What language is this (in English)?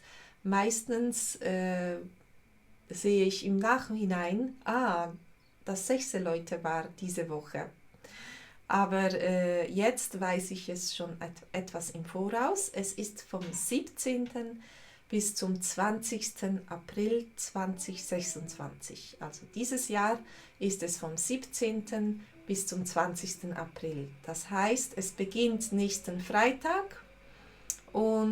Swiss German